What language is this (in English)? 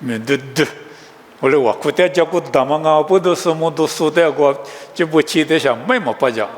Lisu